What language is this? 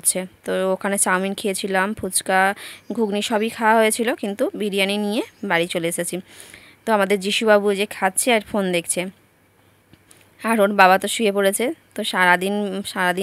Bangla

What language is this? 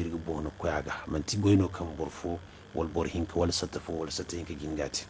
Zarma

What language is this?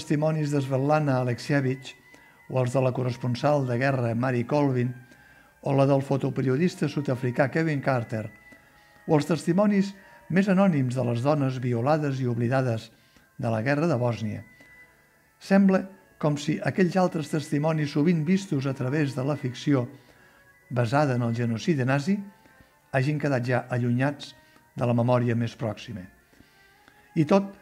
Catalan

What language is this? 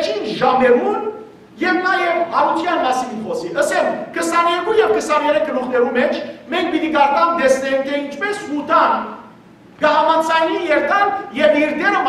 Western Armenian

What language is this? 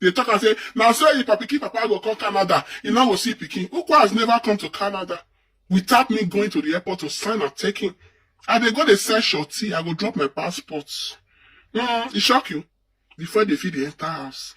Nigerian Pidgin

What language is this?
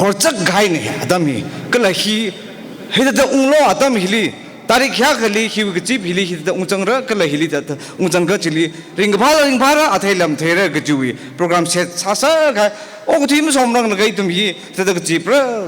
Tangkhul Naga (India)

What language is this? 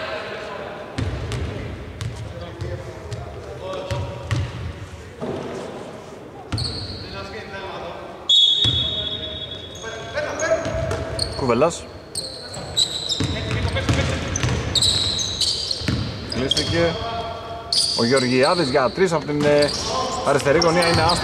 Greek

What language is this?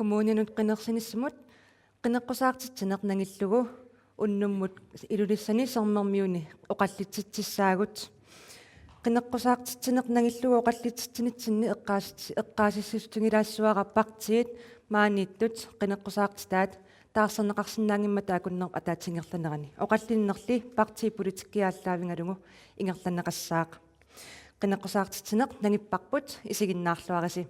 Kalaallisut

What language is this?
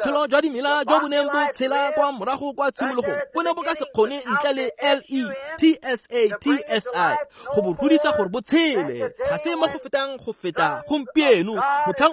Tswana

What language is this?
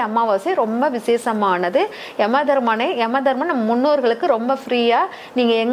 Tamil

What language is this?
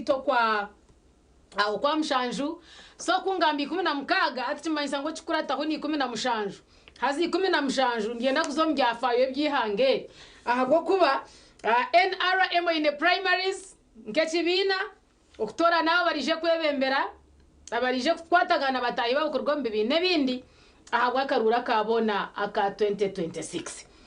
Nyankole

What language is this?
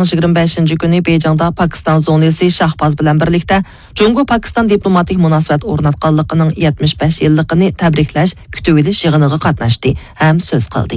Uyghur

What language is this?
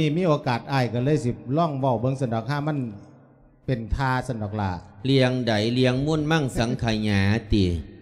Lao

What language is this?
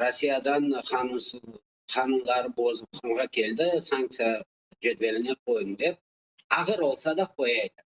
Crimean Tatar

